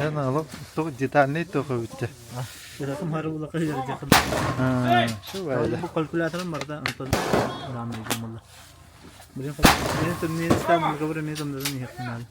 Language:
Yakut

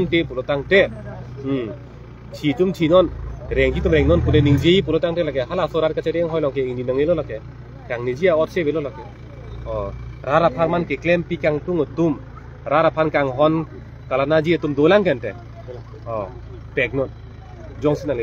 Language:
Karbi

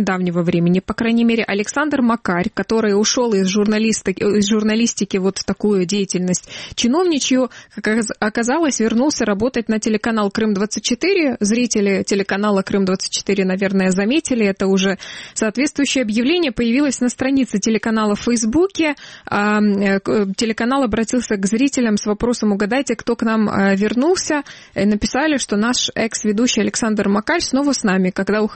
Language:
Russian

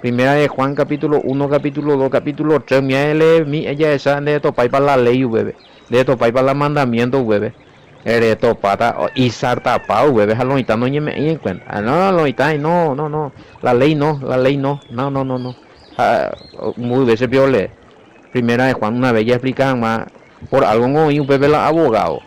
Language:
Guarani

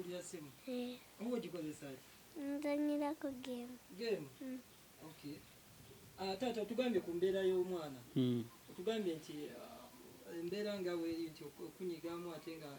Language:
Ganda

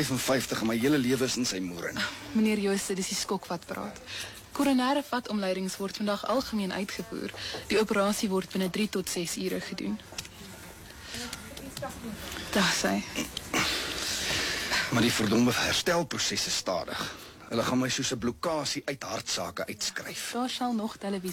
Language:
Afrikaans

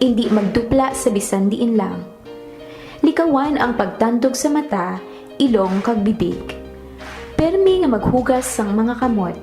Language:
Hiligaynon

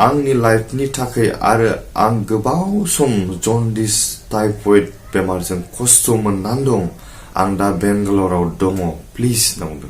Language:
Bodo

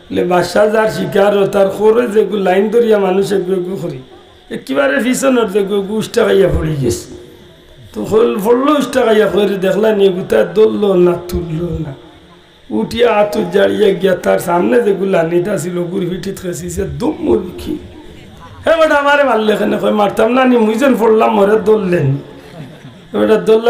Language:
Sylheti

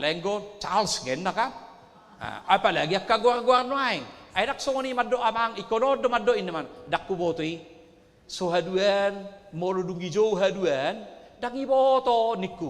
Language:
Batak Toba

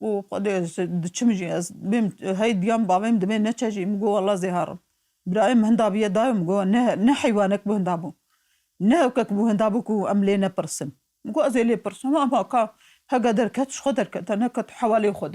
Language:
Kurdish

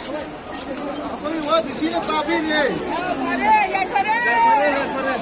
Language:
Manipuri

